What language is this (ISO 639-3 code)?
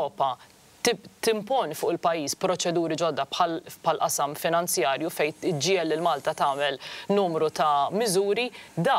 mlt